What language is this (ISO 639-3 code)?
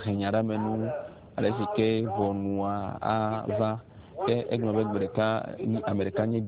ewe